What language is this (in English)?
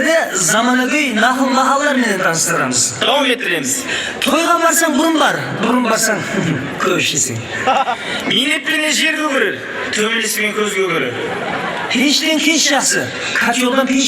Kara-Kalpak